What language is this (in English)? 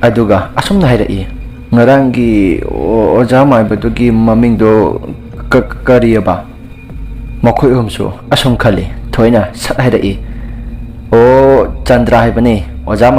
Manipuri